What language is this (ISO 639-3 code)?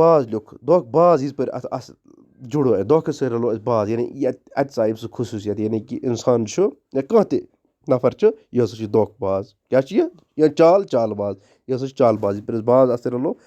kas